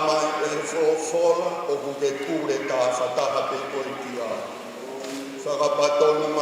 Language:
Tongan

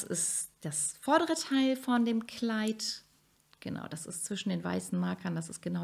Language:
German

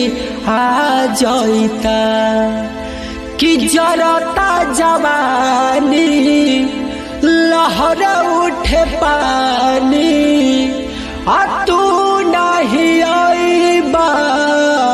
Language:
Bhojpuri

